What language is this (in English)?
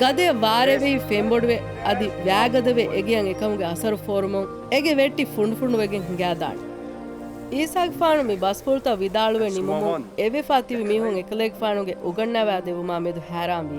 Divehi